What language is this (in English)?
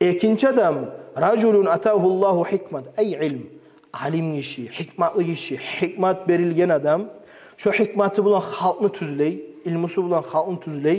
Kumyk